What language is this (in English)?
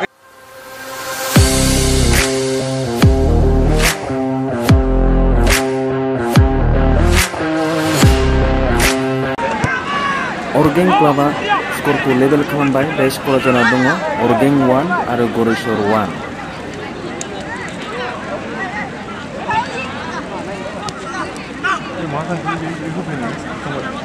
Bodo